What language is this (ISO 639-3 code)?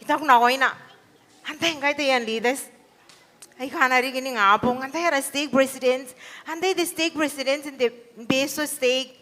gil